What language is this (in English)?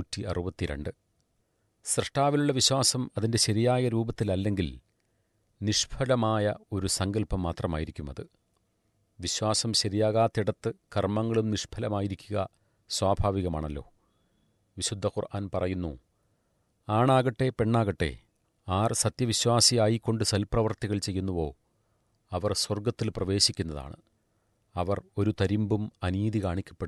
Malayalam